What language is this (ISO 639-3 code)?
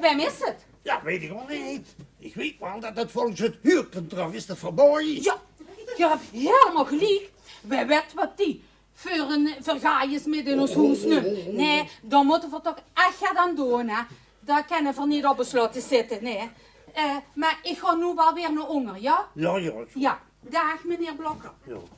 lim